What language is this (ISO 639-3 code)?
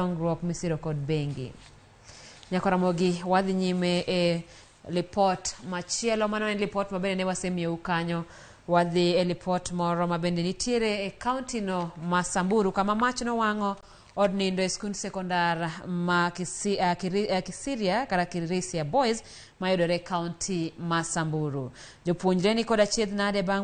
luo